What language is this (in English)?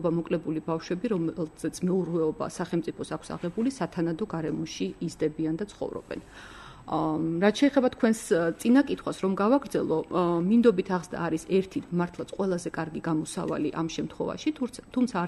Georgian